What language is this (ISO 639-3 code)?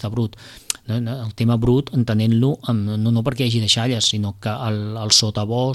cat